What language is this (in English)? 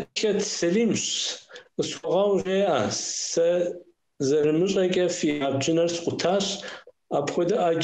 Kabardian